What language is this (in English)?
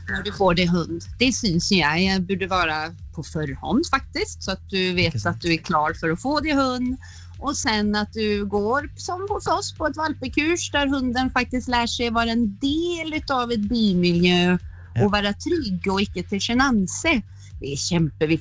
Norwegian